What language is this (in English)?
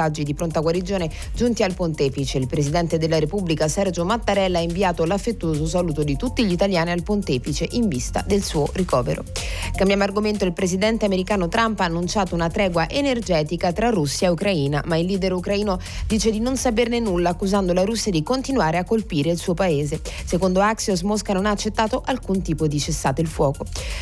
Italian